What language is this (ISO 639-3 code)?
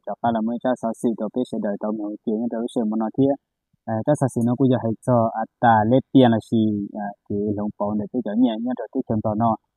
hmn